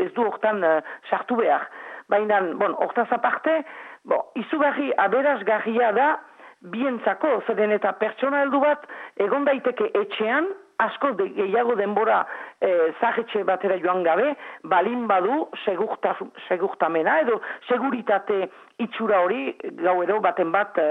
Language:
Basque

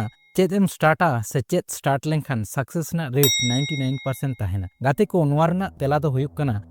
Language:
Santali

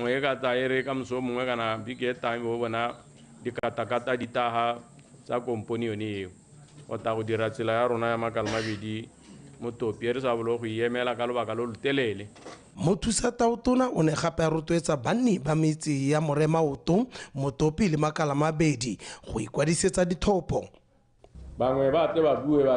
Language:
Tswana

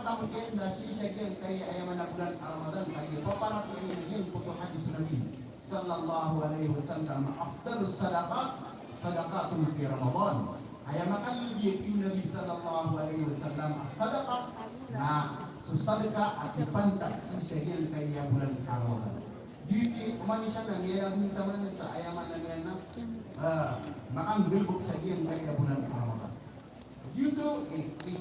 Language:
Maranao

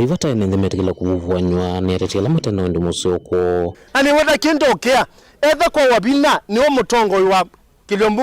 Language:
Kamba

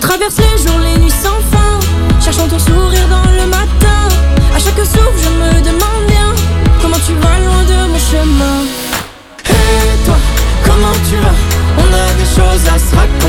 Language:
French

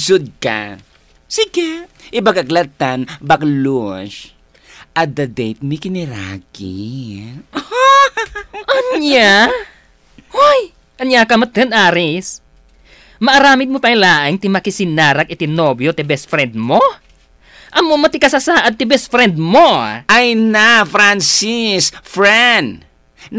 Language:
Iloko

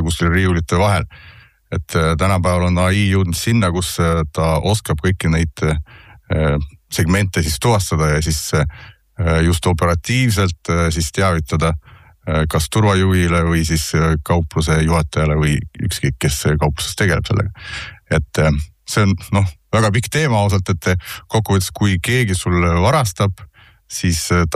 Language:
Estonian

